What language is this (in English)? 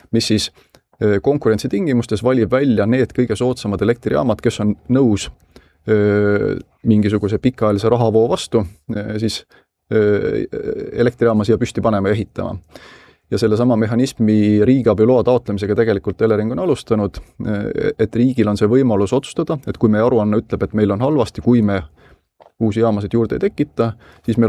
Estonian